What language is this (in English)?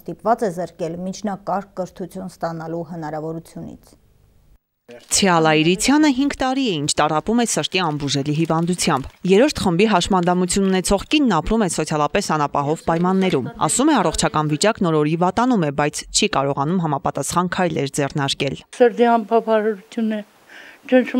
Armenian